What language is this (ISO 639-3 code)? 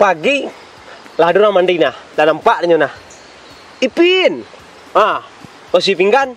min